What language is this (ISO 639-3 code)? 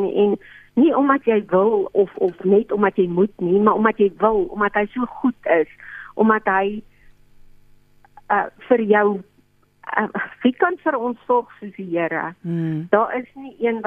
afr